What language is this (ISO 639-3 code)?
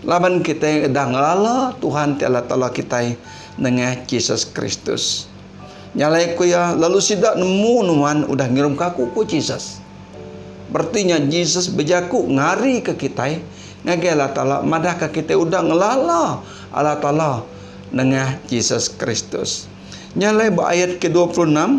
iba